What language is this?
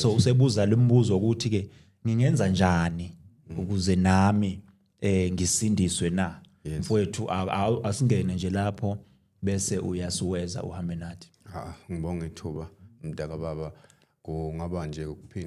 Zulu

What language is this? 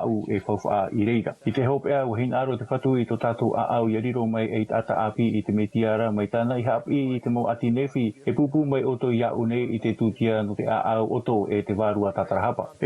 Tahitian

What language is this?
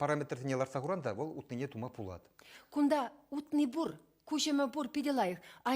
Chuvash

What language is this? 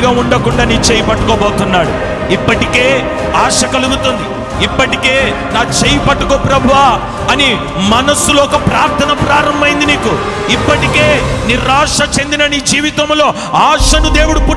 Telugu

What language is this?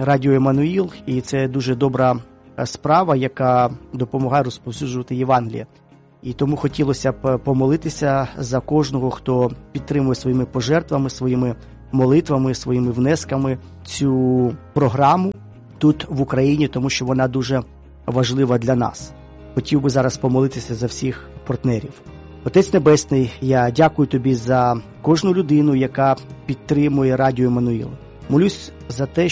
Ukrainian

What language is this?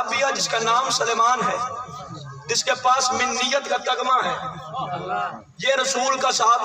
Urdu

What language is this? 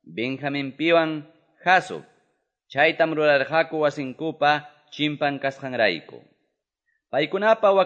Quechua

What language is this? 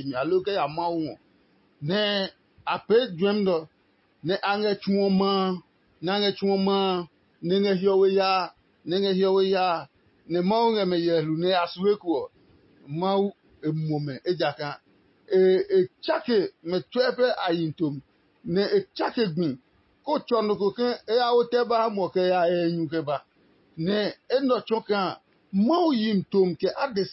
Adangme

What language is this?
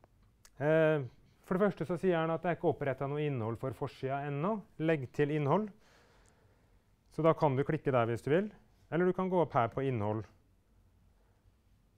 Norwegian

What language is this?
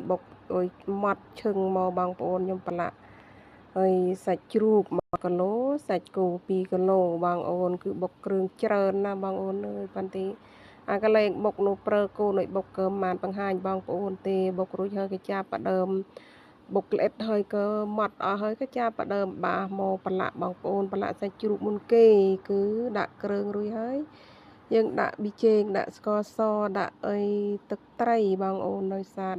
Khmer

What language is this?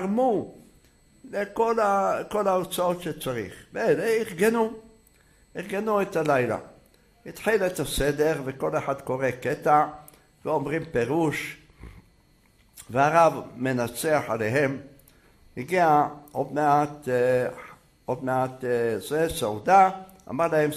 Hebrew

